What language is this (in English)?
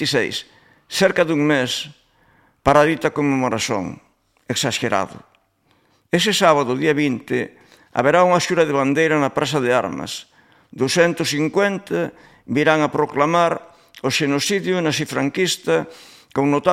Galician